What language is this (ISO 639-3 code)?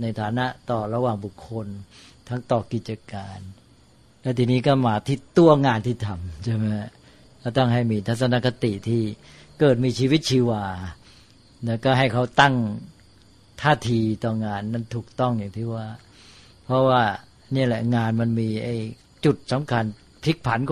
tha